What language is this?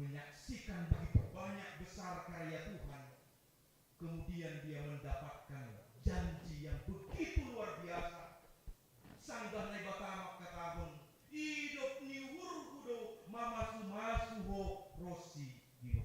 Batak Simalungun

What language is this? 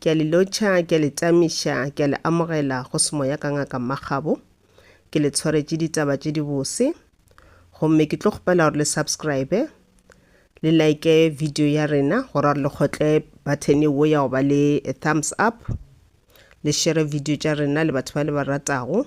Northern Sotho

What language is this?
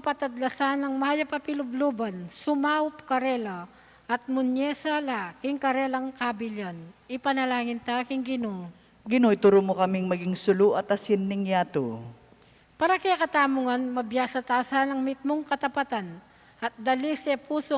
Pampanga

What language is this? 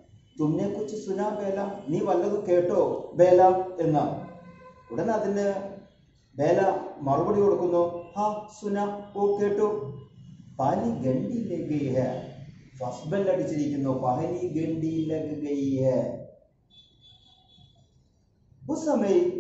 Malayalam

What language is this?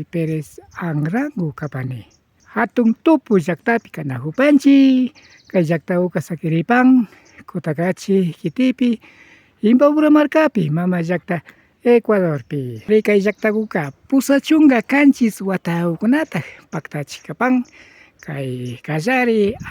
Imbabura Highland Quichua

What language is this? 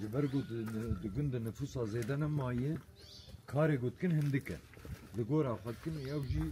Kurdish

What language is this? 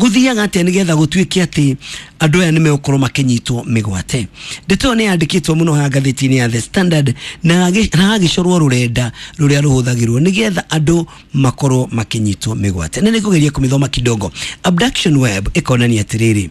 Kikuyu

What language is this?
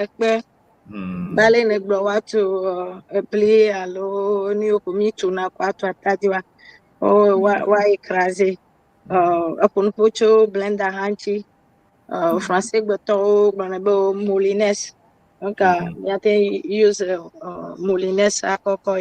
Ewe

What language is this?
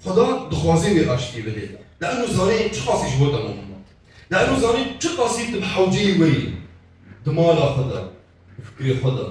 Kurdish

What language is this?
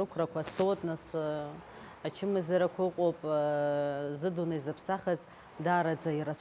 Abkhazian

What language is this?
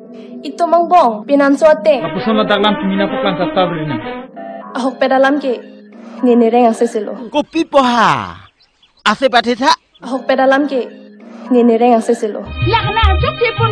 Karbi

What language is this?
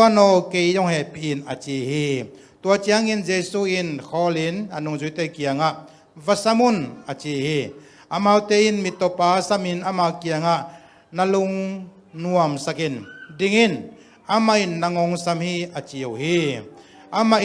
Tedim Chin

